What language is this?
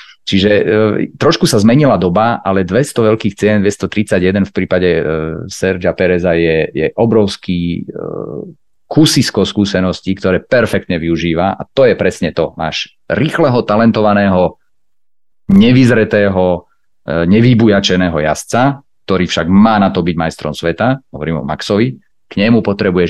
Slovak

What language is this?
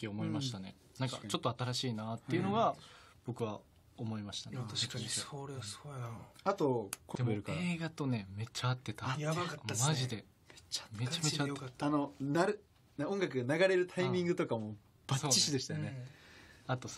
Japanese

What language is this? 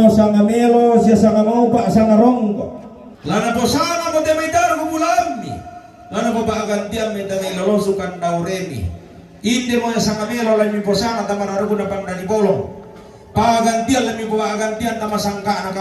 Toraja-Sa'dan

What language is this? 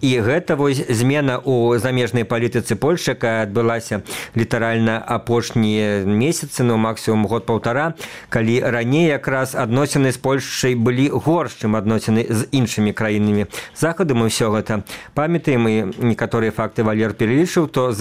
Belarusian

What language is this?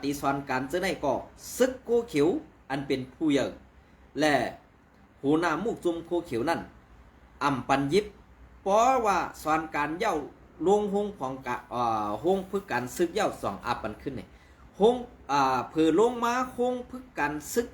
Shan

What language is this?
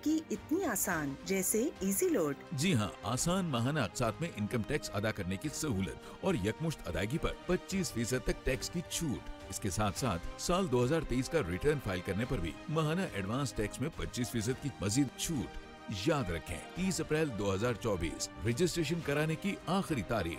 Urdu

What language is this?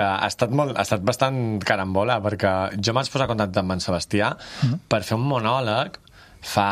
Catalan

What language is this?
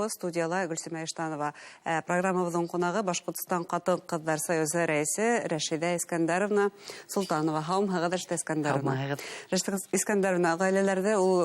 Bashkir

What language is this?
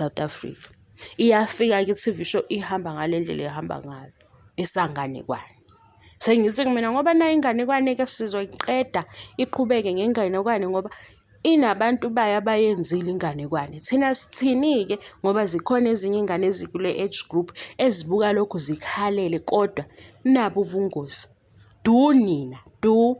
Zulu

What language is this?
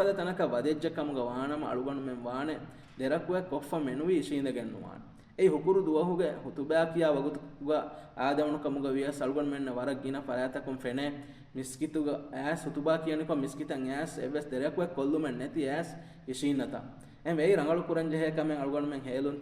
Divehi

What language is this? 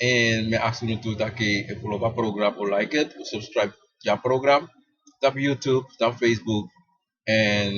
Sranan Tongo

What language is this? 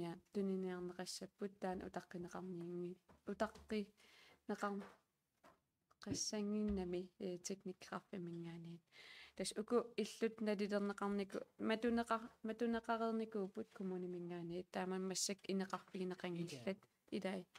Kalaallisut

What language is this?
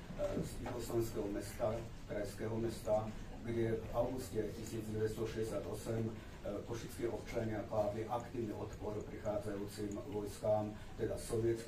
Slovak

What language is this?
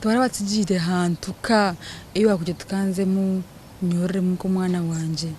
Nyankole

